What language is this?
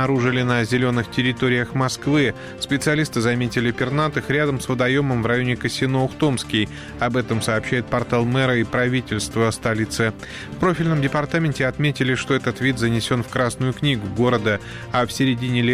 Russian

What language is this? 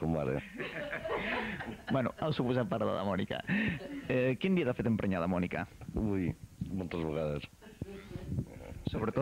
Catalan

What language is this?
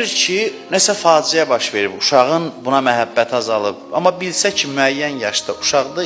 Azerbaijani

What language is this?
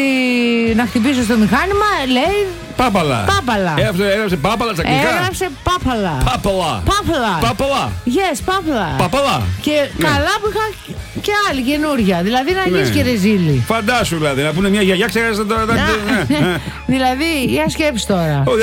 Greek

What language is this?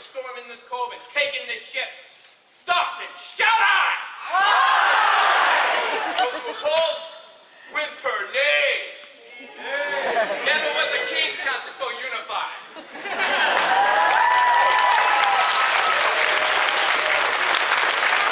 English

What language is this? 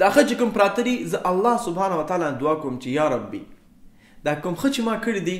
Pashto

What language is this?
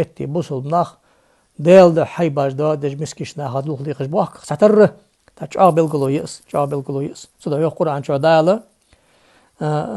Ingush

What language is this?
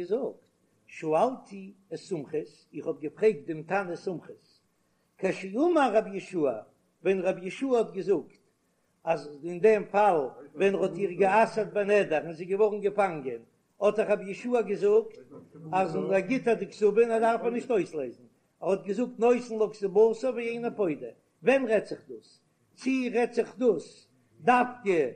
Yiddish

